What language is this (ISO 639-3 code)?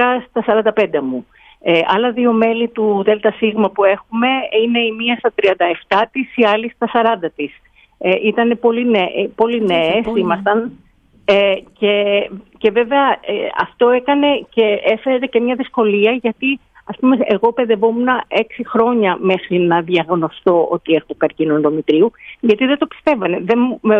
ell